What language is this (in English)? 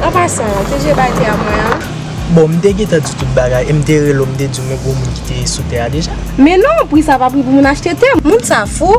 Haitian Creole